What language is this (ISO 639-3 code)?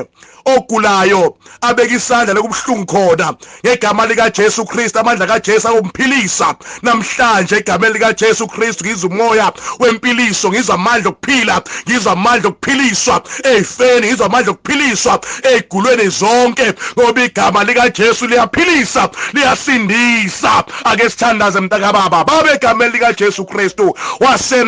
zul